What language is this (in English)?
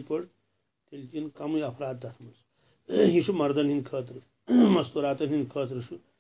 Kashmiri